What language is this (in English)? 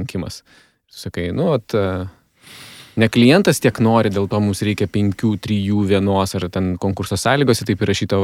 Lithuanian